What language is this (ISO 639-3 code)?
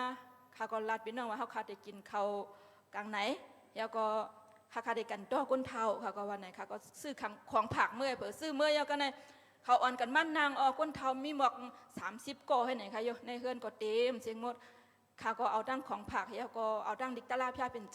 shn